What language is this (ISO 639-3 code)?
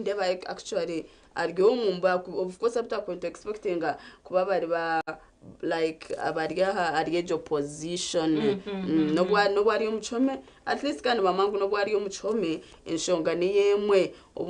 nyn